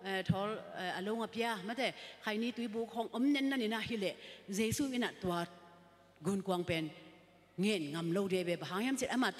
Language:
Tedim Chin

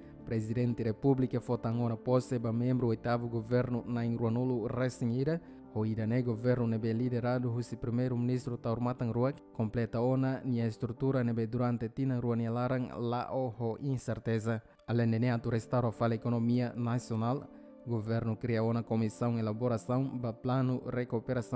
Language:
Tetum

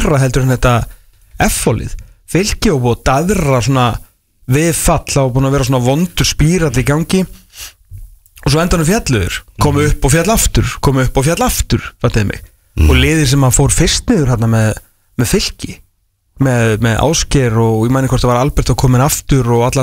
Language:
Icelandic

